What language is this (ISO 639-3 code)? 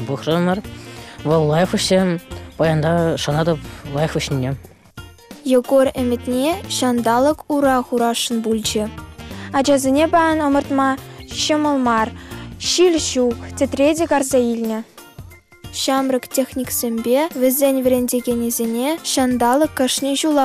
chv